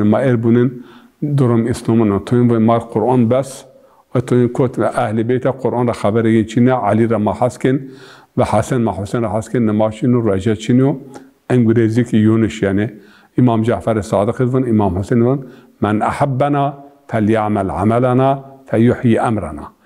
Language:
Zaza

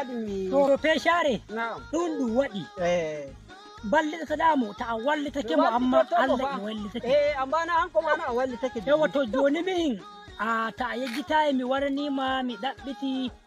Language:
Nigerian Fulfulde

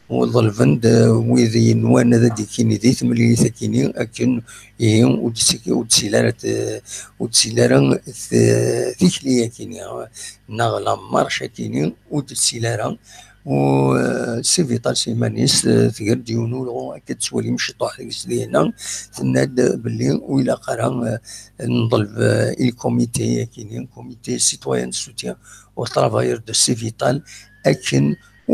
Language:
Kabyle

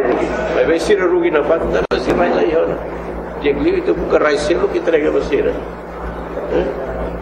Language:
Tetum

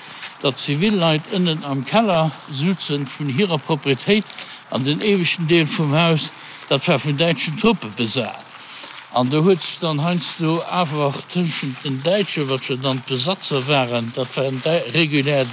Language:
Luxembourgish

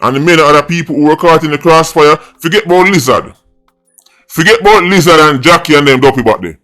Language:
Jamaican Creole English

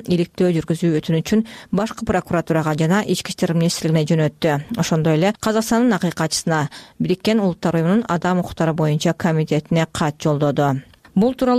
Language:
Kyrgyz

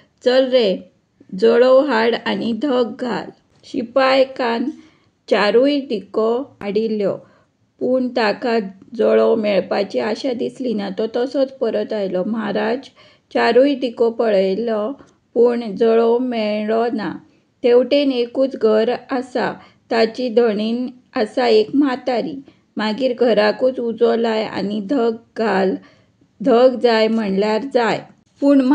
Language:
Konkani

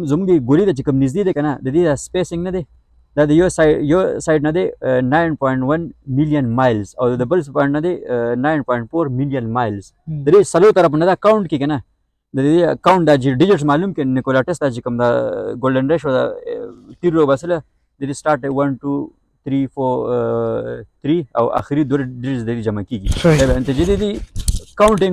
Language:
Pashto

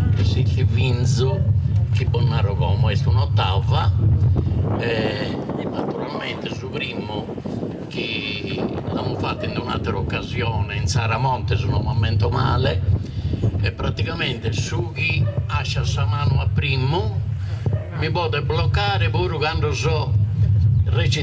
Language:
Sardinian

